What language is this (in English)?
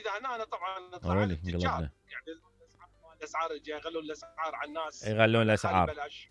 Mesopotamian Arabic